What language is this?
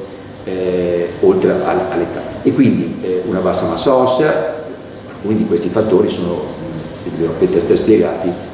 Italian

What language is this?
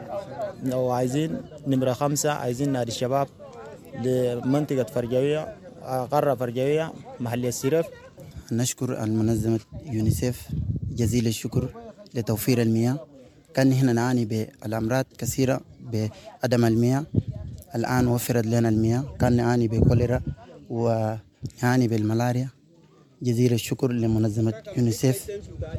Sudanese Arabic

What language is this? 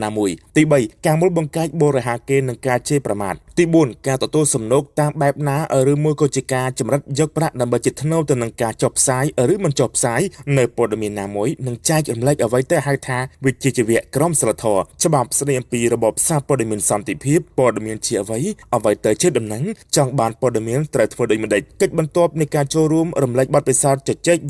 Khmer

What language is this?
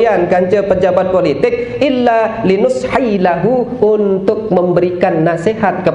Sasak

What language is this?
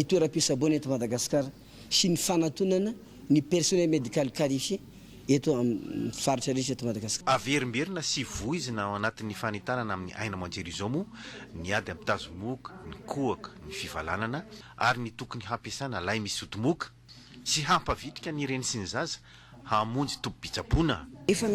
Malagasy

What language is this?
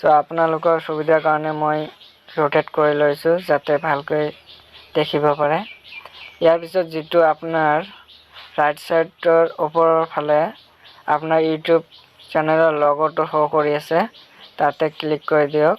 Assamese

